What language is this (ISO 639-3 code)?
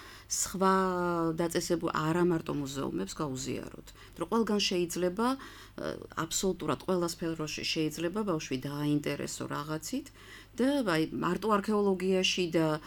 kat